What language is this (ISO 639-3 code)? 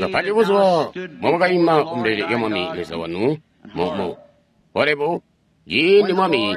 toi